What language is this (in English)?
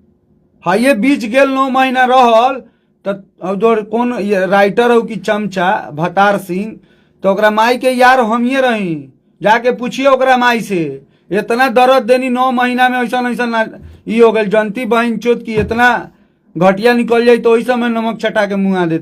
Bhojpuri